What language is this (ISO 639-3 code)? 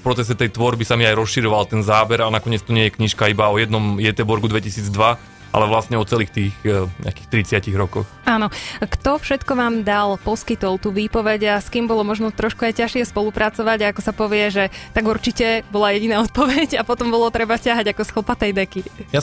slk